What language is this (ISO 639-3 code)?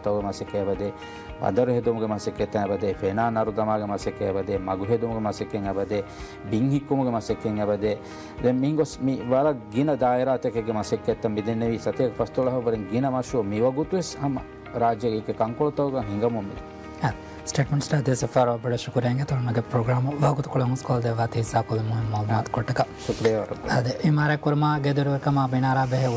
div